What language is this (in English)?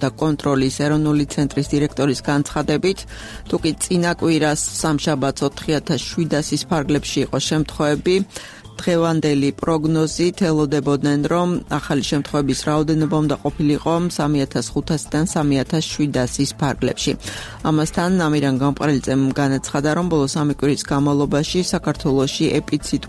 Georgian